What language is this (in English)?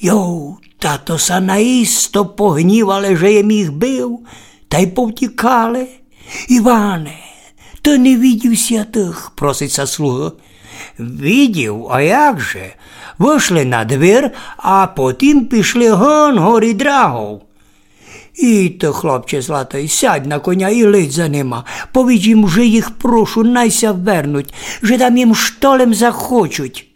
Rusyn